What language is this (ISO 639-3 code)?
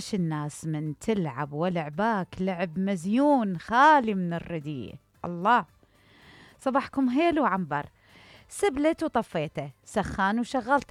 acm